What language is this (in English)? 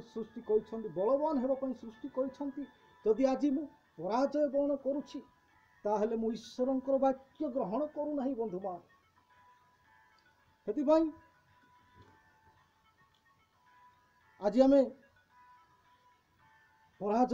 Odia